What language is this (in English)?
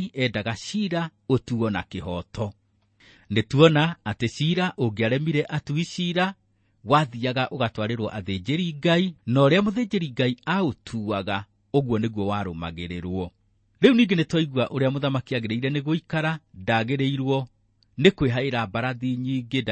Kikuyu